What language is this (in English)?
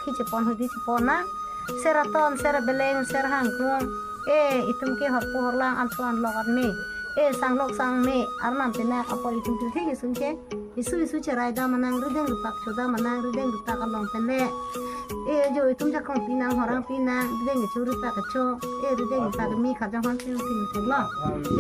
Karbi